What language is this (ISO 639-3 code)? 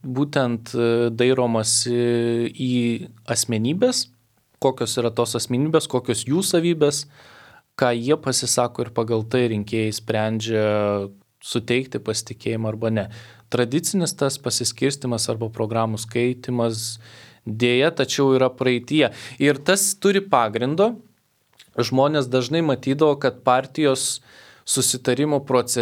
lit